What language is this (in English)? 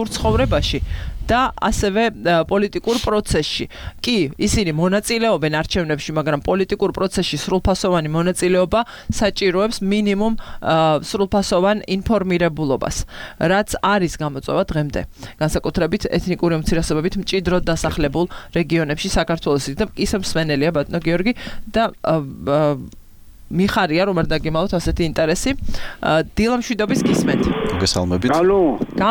Georgian